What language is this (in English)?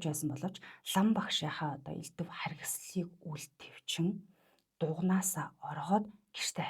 Mongolian